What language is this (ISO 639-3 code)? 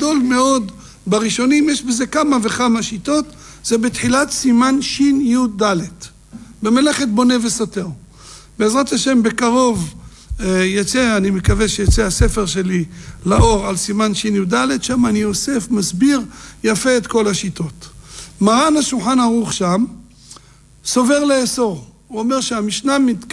heb